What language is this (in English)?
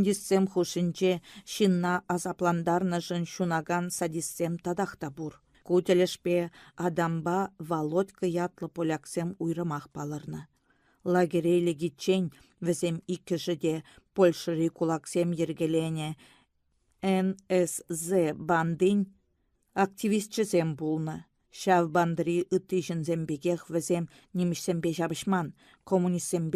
Chuvash